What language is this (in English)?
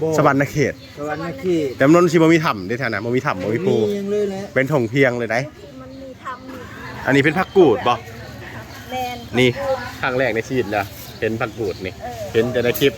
Northeastern Thai